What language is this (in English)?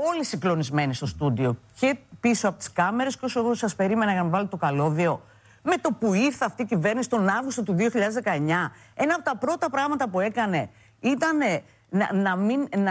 Greek